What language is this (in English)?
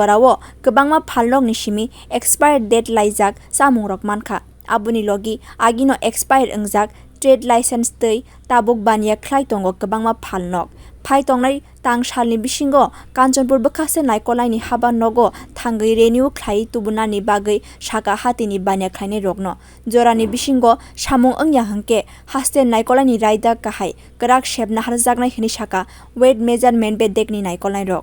Kok Borok